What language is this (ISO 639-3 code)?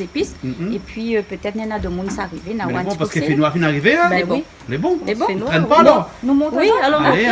rcf